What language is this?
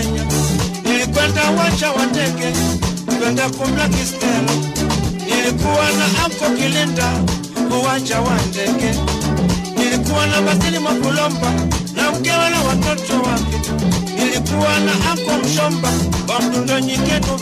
Swahili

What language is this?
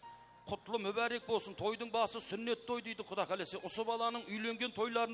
Kara-Kalpak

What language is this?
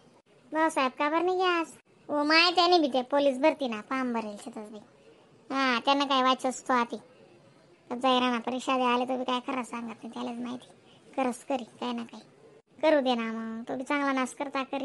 Khandesi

